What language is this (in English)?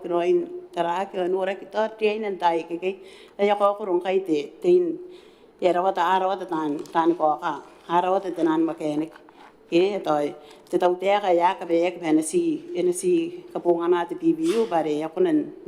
Gilbertese